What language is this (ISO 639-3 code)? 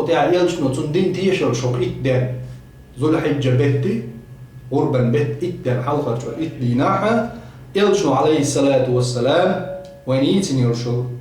che